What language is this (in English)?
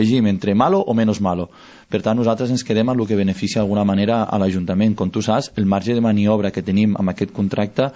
Catalan